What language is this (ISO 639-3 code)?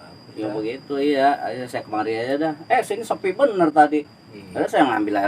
bew